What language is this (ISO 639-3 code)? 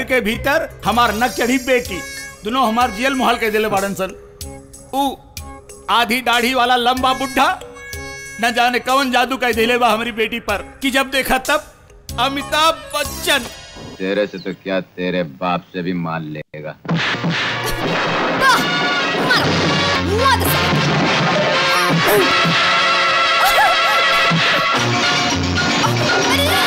bho